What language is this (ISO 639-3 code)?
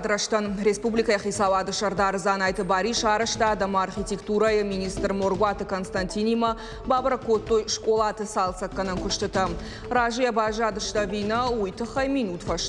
oss